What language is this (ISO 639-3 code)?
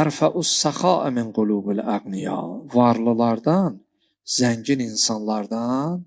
aze